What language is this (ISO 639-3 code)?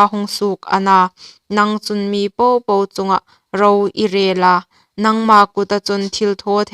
hmr